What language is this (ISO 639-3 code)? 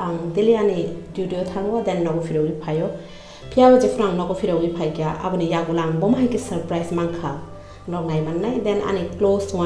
trp